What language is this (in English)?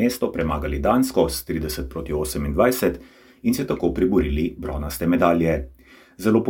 Slovenian